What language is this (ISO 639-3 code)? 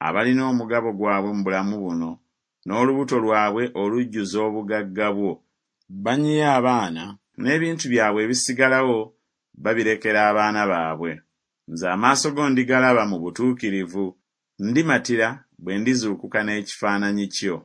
lug